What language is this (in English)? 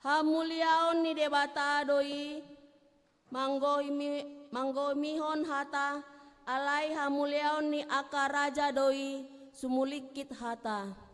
Batak Toba